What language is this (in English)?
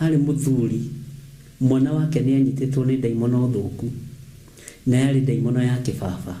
Kikuyu